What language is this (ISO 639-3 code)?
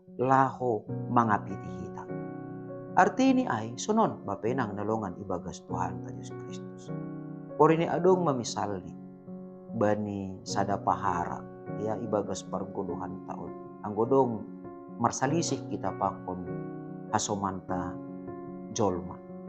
bts